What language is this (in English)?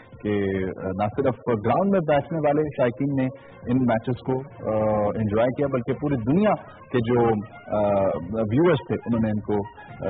Urdu